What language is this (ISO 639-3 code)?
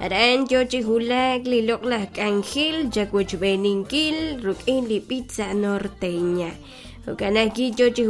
kek